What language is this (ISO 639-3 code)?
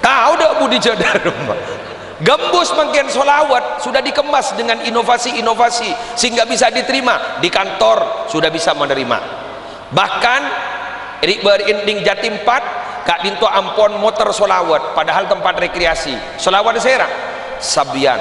mad